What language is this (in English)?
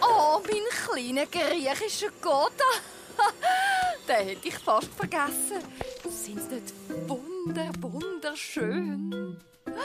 Swiss German